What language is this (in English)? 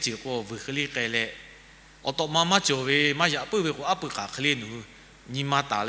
Lahu